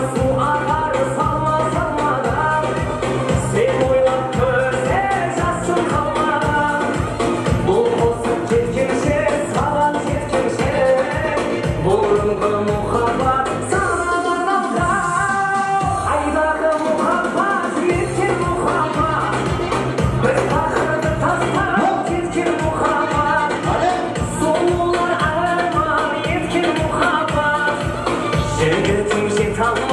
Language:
Kara-Kalpak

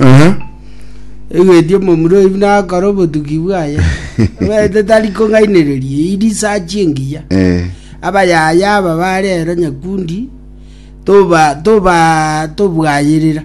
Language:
Gusii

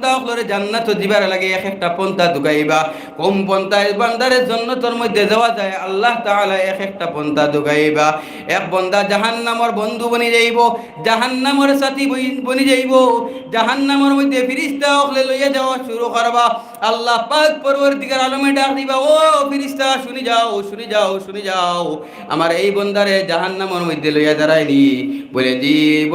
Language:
Sylheti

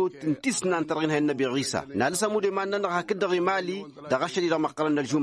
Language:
Tamasheq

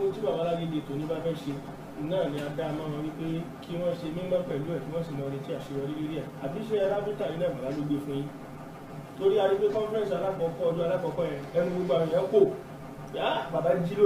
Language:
Yoruba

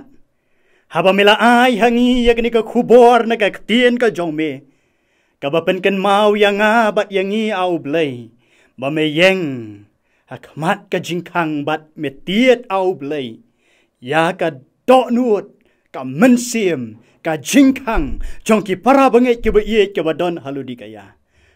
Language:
Khasi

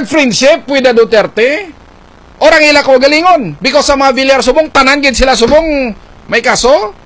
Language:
Hiligaynon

